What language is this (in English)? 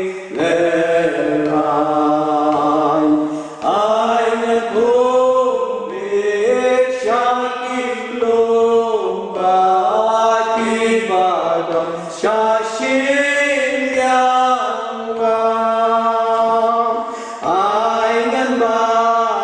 Khasi